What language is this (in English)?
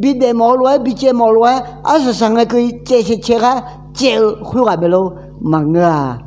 Akha